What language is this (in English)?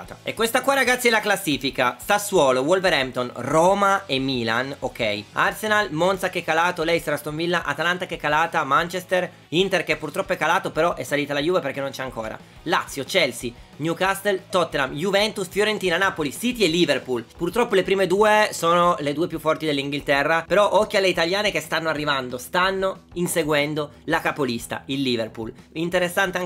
Italian